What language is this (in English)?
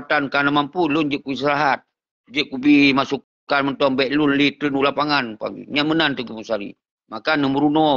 Achinese